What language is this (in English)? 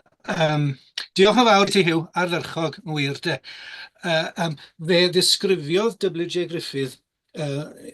Welsh